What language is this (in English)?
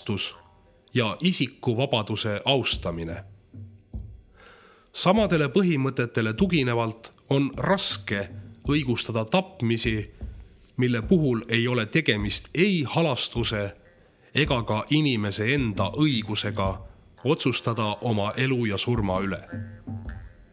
Estonian